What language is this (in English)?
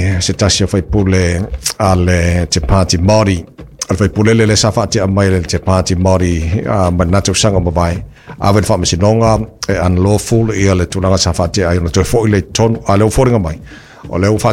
Samoan